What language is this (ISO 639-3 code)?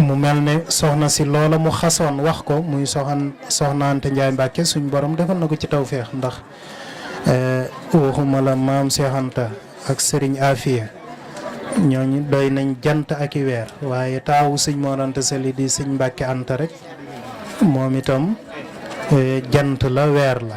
wol